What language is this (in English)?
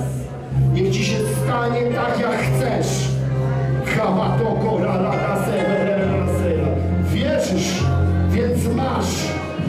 Polish